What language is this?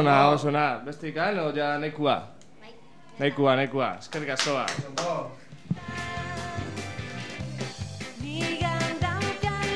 Basque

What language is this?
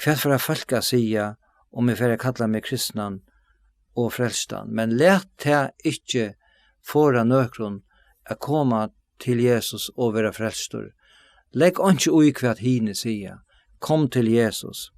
Faroese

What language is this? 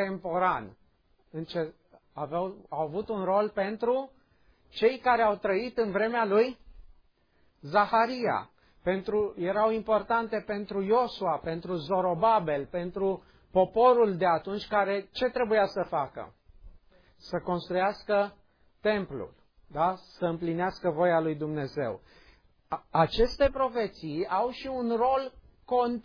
Romanian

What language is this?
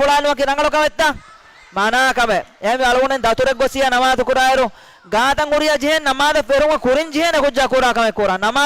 Divehi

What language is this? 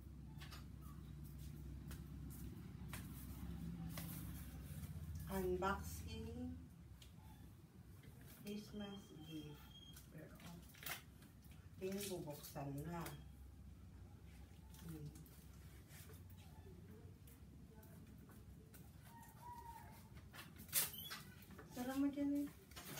Filipino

